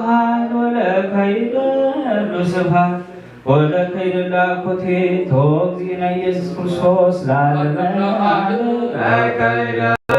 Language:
Geez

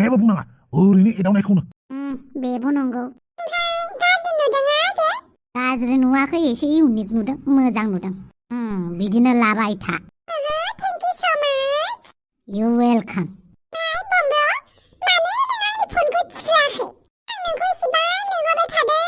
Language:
Bodo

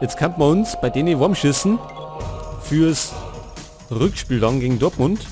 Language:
Bavarian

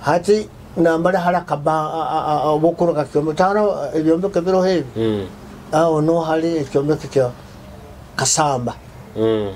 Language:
Nyoro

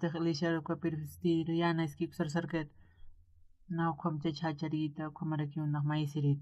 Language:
Aymara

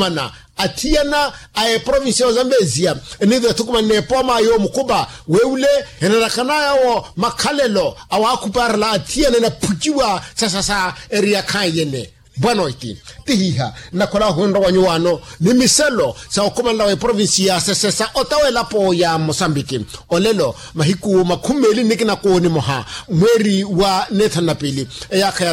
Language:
Makhuwa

